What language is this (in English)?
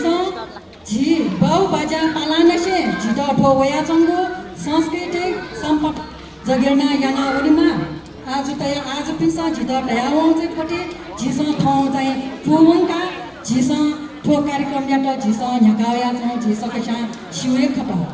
Newari